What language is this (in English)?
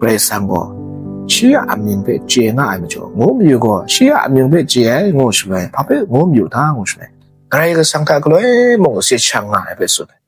Kachin